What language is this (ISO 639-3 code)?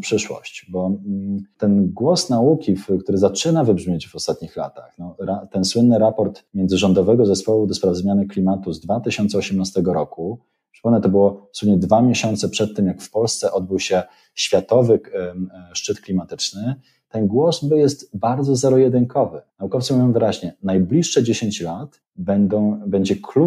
pol